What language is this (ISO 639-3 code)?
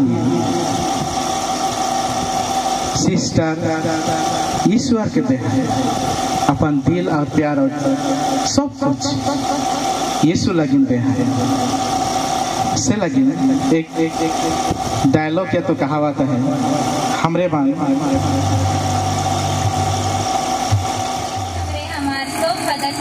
sck